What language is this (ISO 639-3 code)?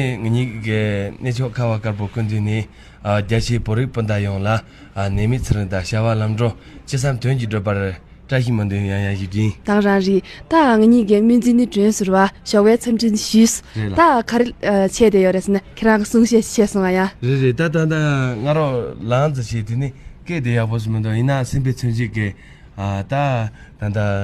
bod